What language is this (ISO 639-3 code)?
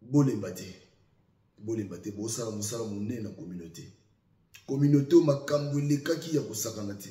lin